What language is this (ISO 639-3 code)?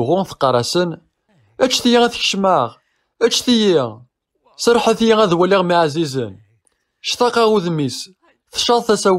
kab